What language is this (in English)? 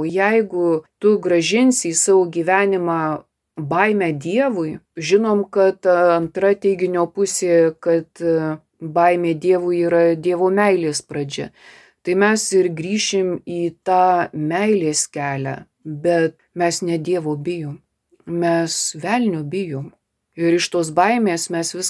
Lithuanian